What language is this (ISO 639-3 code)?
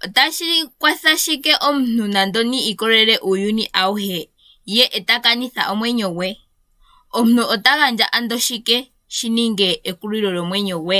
ndo